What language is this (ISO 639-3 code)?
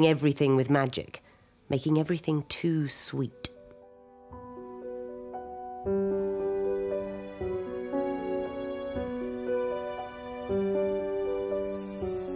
eng